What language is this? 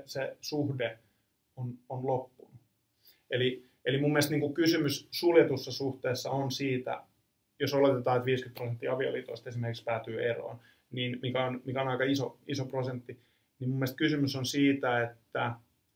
Finnish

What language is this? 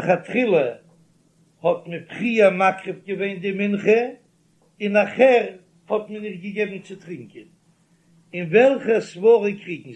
Yiddish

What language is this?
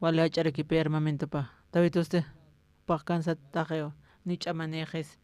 Aymara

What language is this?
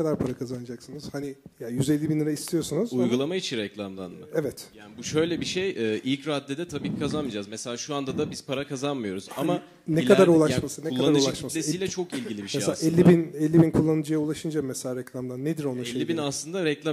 Turkish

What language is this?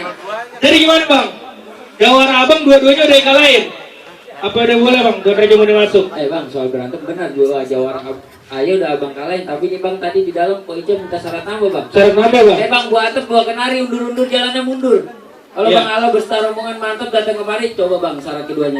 Betawi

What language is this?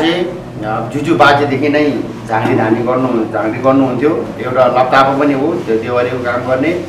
Nepali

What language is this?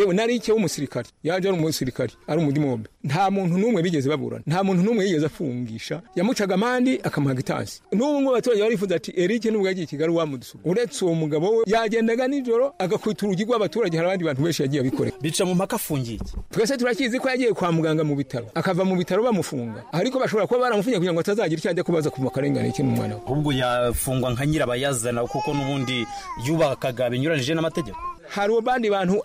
Kinyarwanda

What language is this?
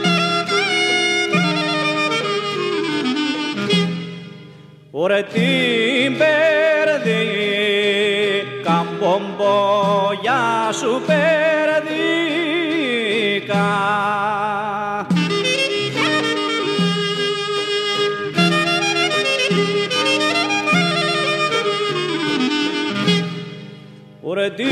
Greek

